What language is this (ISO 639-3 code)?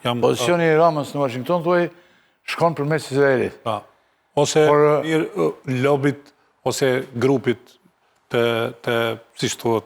sqi